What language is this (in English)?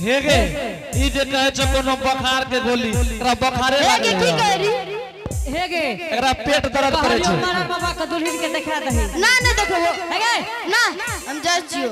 Angika